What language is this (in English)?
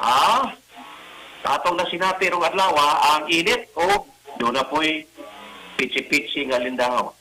Cebuano